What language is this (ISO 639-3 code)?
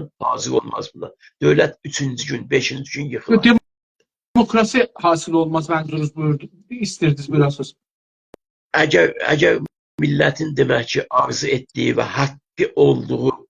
azb